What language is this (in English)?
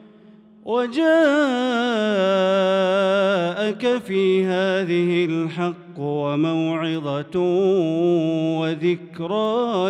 Arabic